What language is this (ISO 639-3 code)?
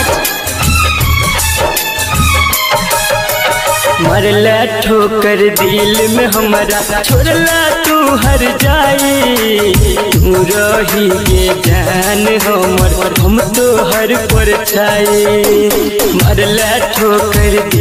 bho